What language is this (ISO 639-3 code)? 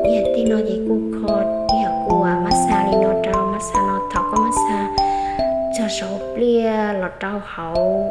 hmn